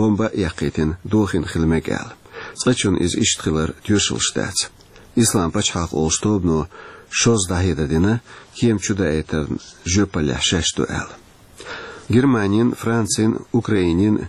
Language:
Chechen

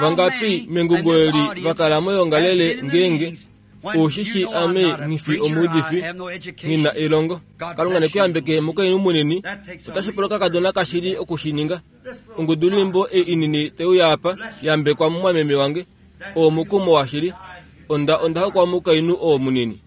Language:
Kuanyama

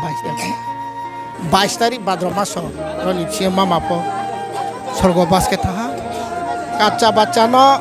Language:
Riang (India)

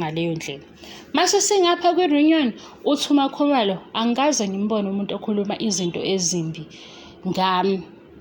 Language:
Zulu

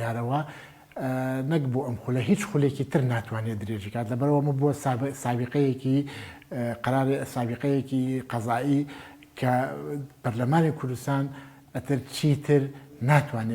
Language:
Central Kurdish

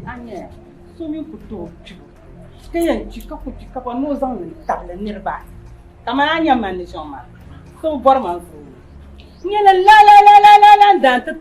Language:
Dagbani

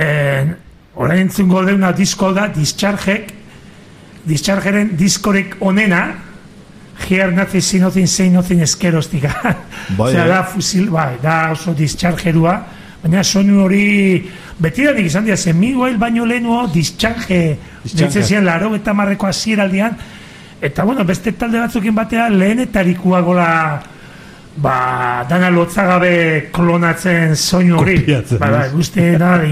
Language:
Basque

